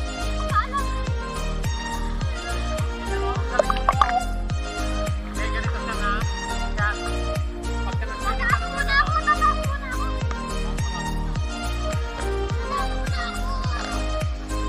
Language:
Filipino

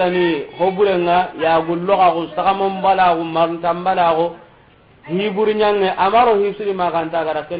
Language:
Soninke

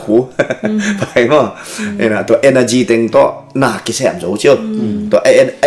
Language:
Tedim Chin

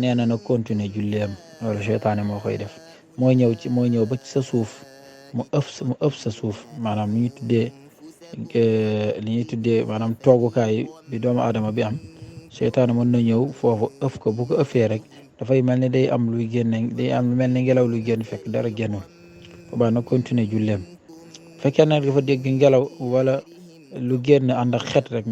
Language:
Wolof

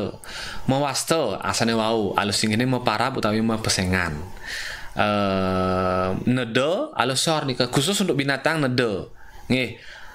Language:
Balinese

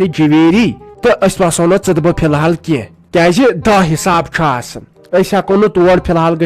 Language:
Kashmiri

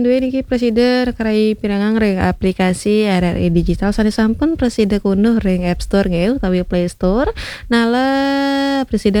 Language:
Balinese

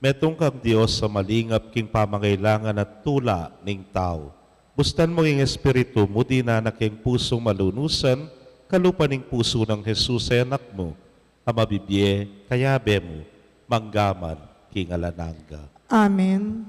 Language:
Pampanga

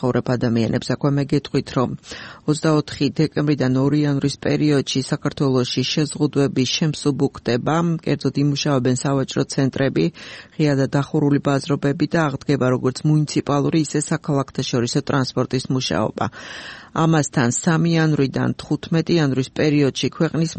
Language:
Georgian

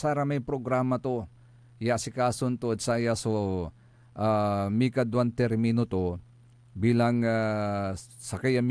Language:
Pangasinan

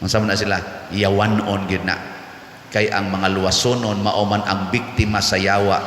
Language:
Cebuano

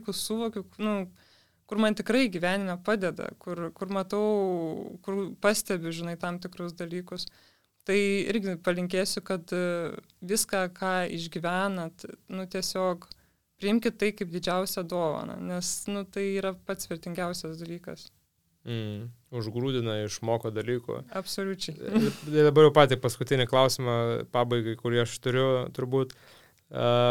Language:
Lithuanian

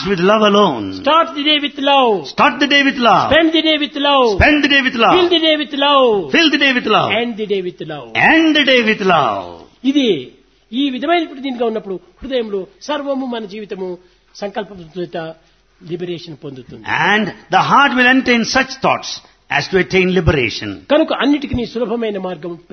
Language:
Telugu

